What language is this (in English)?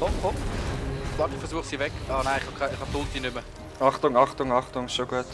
Swiss German